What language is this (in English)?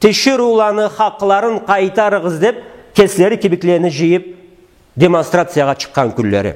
Karachay-Balkar